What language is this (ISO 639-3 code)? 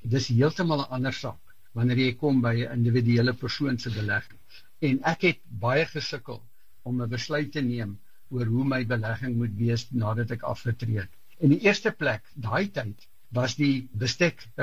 afr